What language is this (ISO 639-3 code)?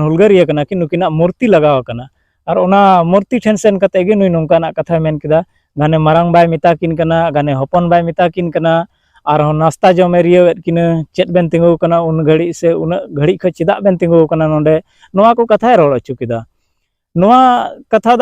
sat